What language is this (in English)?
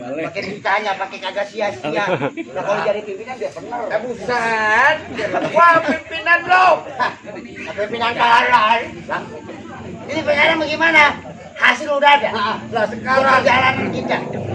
Betawi